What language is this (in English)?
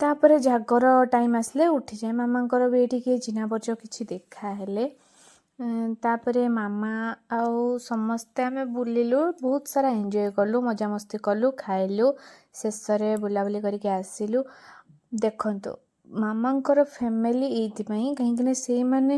Odia